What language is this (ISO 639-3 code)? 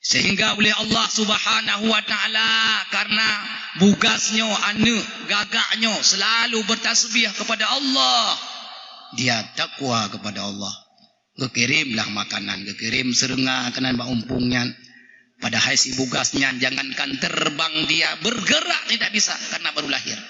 ace